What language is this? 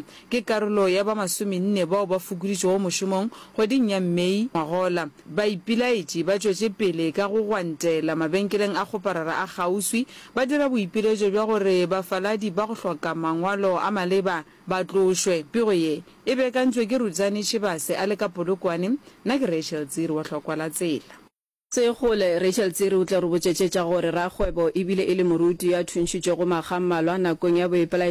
Northern Sotho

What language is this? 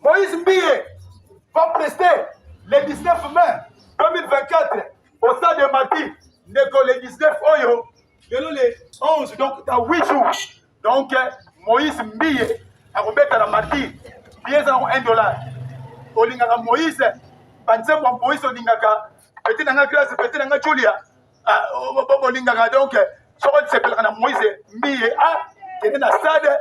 Lingala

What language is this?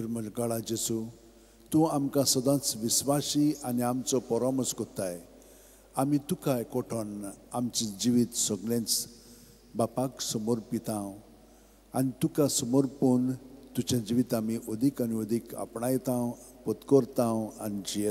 Konkani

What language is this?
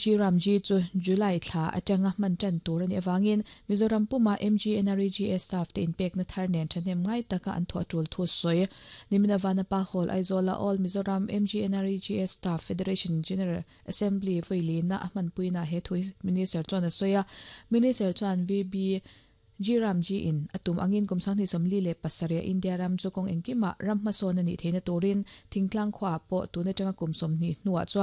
Mizo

